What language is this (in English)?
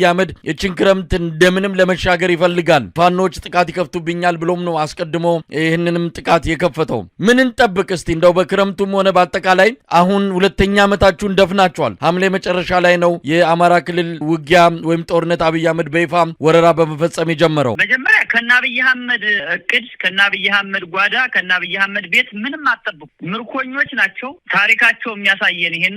Amharic